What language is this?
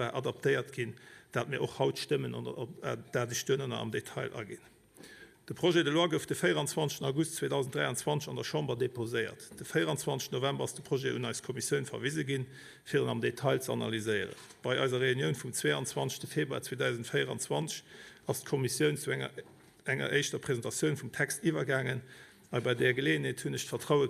Luxembourgish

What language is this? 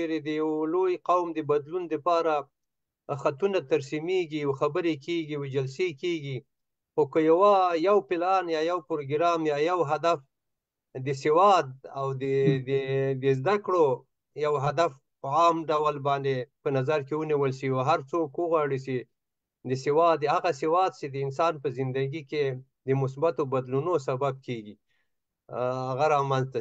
Pashto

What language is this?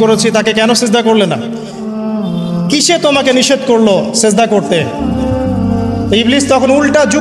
Bangla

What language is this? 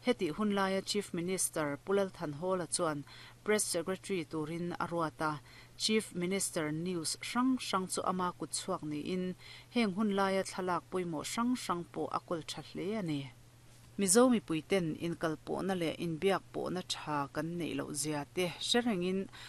Mizo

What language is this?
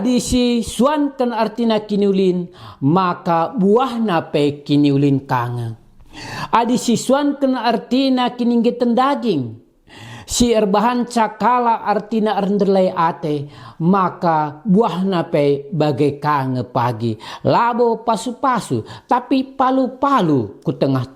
Batak Karo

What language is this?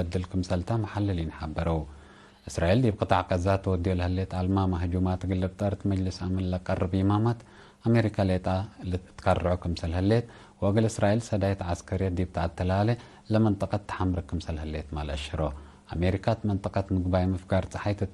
Tigre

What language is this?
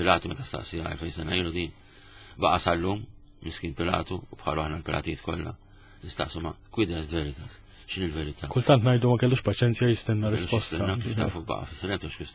Maltese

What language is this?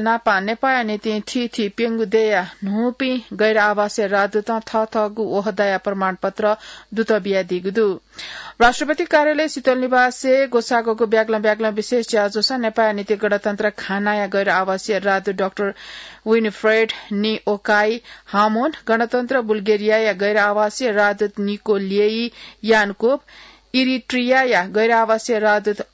Newari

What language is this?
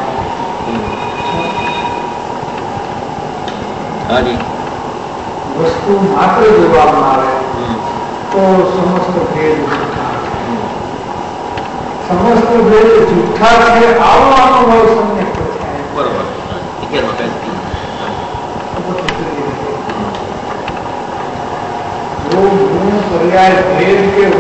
Gujarati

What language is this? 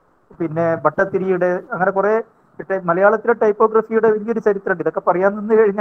Malayalam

